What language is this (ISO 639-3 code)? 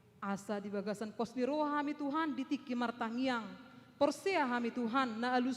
bbc